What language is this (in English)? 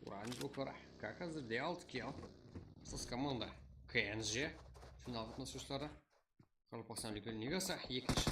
Kara-Kalpak